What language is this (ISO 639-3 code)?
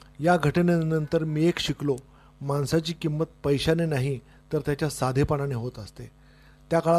mar